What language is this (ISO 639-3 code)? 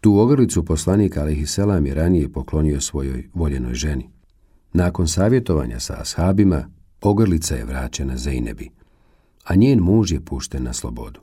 bos